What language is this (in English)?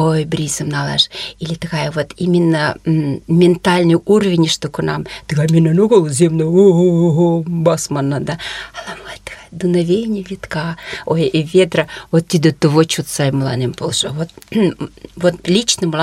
Mari